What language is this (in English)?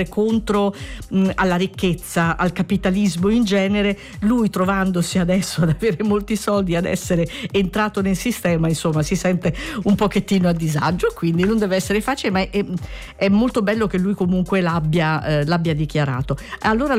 Italian